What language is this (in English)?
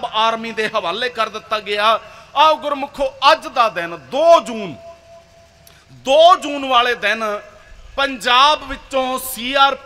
Punjabi